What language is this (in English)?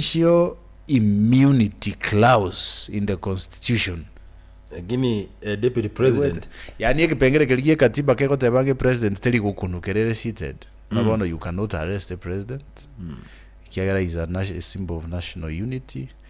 Gusii